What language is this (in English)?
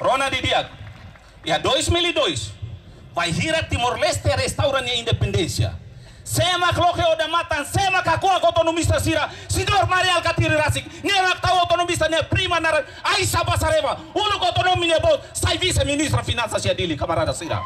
Tetum